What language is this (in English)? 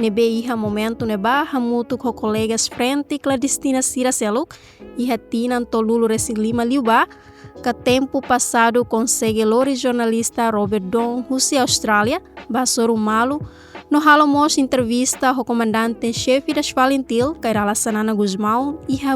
Tetum